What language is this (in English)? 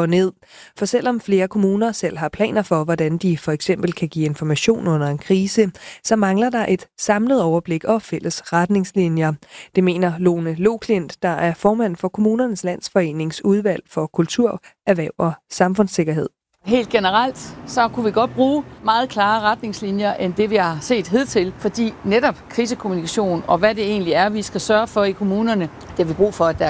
Danish